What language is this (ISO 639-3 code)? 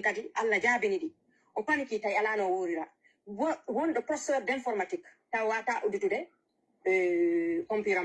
ful